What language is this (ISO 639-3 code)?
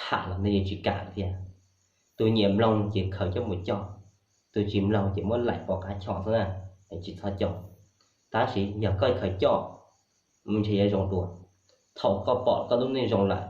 hmn